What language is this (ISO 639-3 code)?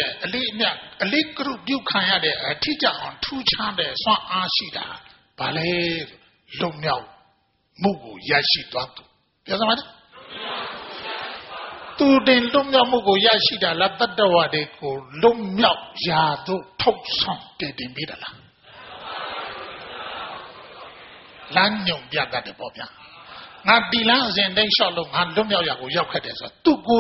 mya